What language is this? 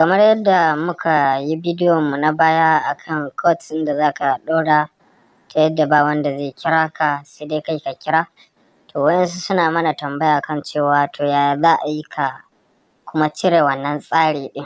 Hausa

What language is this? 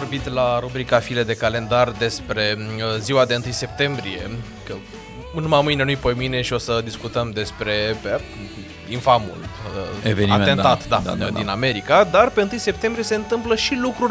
Romanian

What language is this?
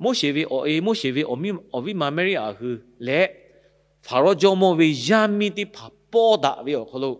Lahu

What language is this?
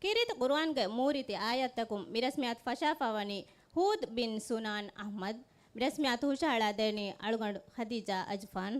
Divehi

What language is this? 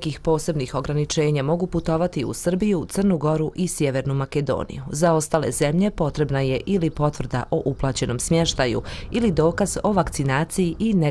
Bosnian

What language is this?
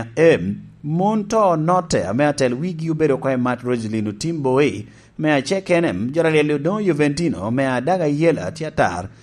Lango (Uganda)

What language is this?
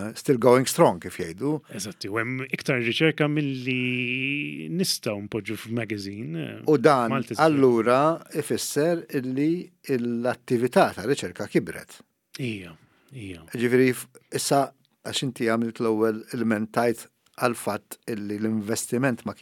Maltese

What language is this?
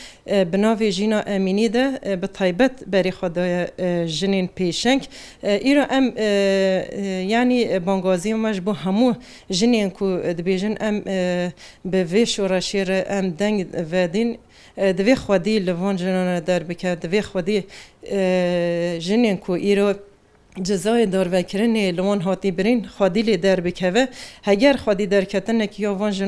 Kurdish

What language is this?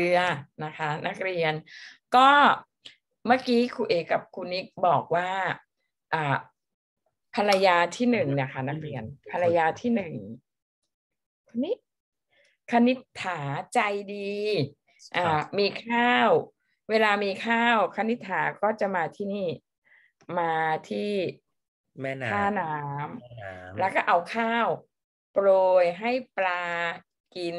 Thai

